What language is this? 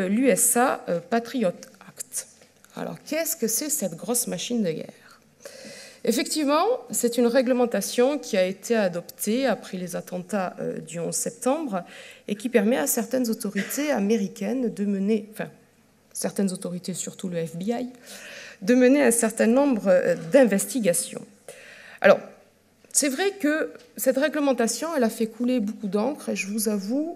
French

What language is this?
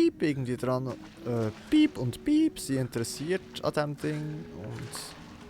Swiss German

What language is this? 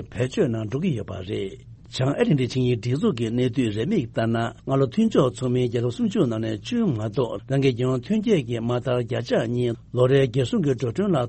Tibetan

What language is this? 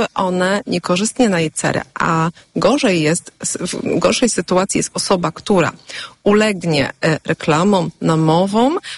Polish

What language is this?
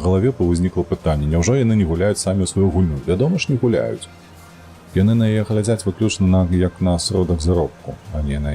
Belarusian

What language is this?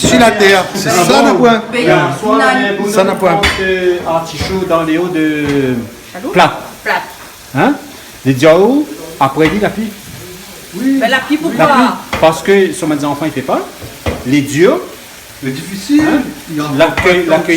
Réunion Creole French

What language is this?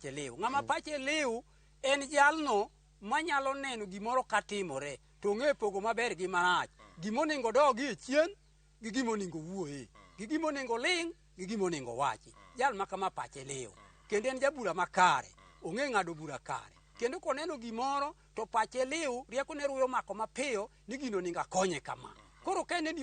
Luo (Kenya and Tanzania)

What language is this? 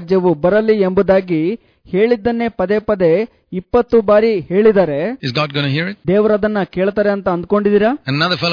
Kannada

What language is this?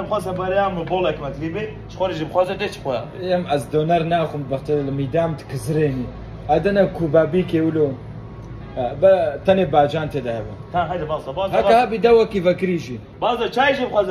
Kurdish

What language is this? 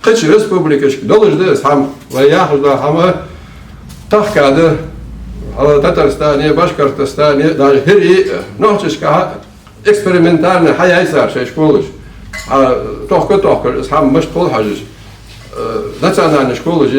Ingush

